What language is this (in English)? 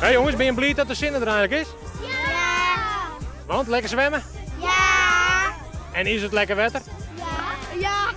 Western Frisian